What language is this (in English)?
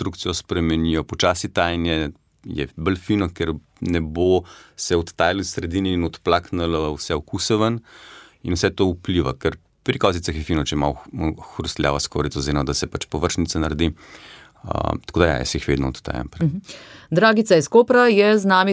Slovenian